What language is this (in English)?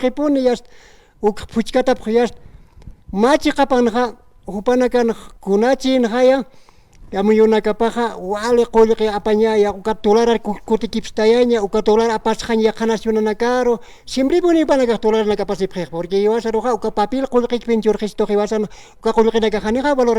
Aymara